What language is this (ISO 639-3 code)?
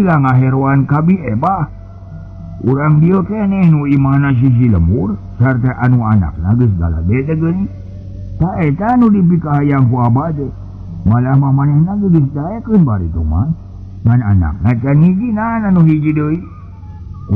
sun